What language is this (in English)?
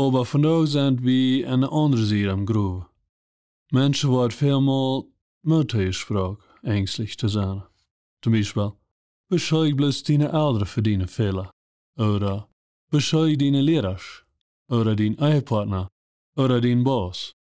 Plautdietsch